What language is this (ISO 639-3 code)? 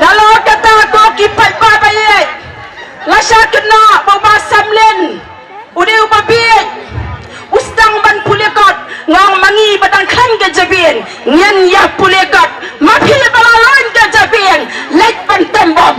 kha